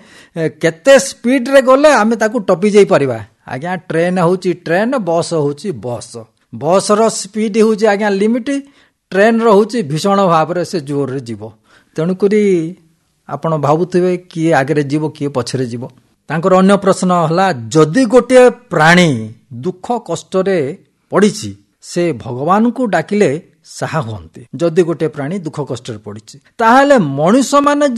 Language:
Odia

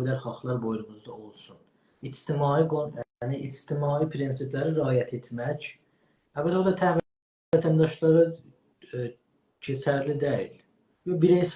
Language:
South Azerbaijani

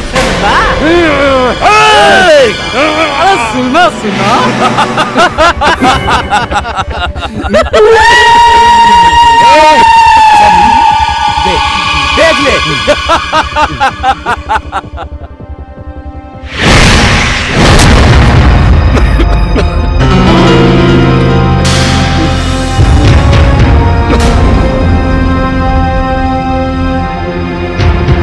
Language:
Bhojpuri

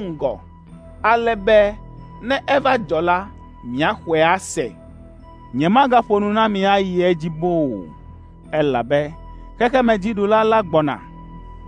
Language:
Ewe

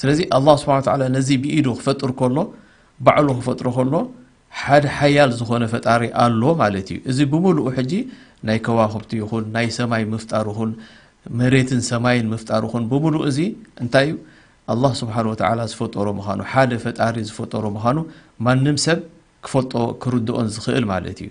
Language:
Tigrinya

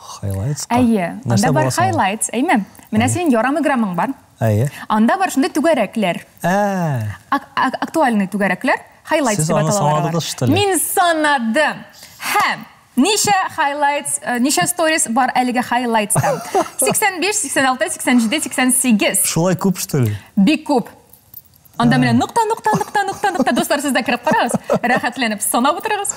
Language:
Tatar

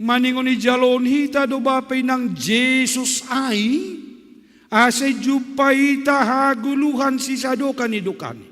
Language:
Batak Simalungun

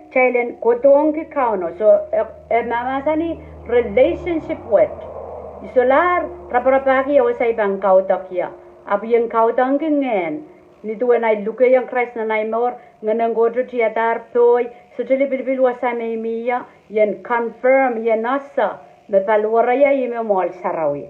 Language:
Pohnpeian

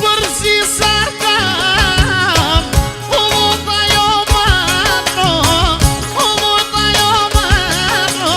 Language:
Romany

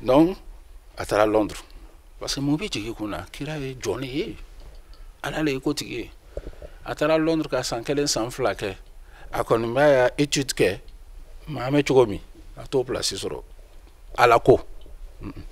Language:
Bambara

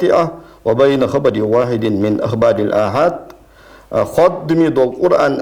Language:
Ingush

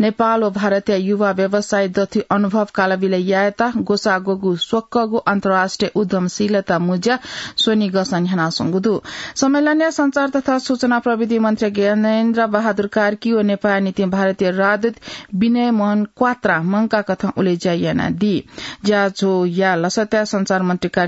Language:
Newari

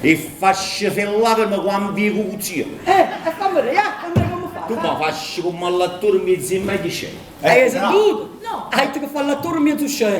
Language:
Neapolitan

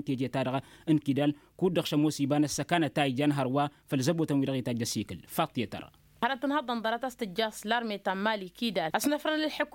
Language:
Tamasheq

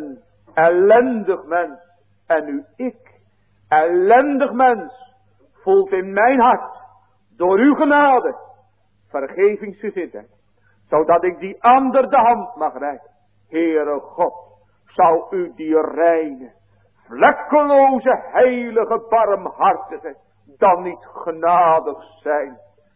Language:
Dutch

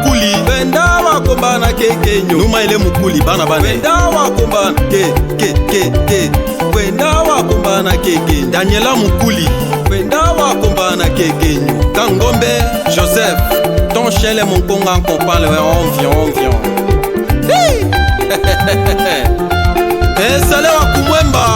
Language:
Lega-Shabunda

